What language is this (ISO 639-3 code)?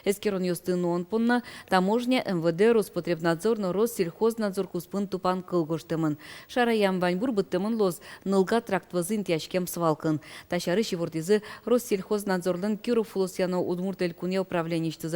udm